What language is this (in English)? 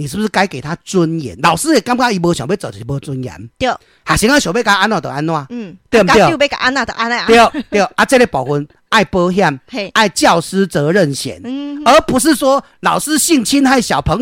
Min Nan Chinese